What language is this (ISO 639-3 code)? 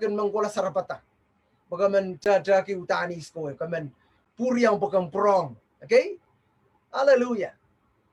pon